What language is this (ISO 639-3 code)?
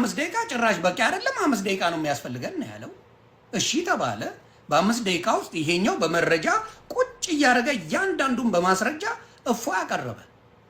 amh